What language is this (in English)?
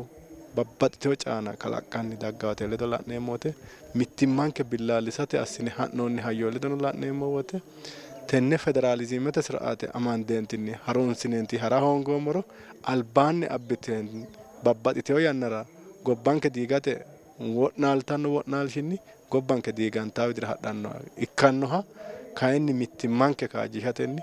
Sidamo